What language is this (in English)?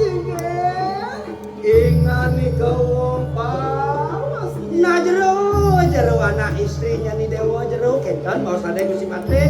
Balinese